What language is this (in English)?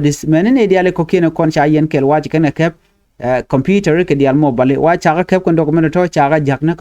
Nuer